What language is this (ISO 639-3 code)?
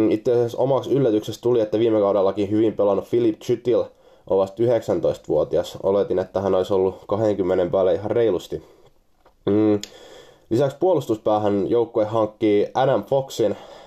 fin